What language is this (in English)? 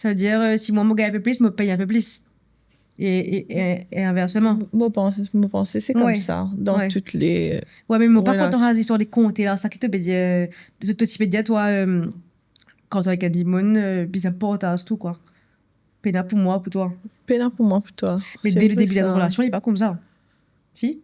Morisyen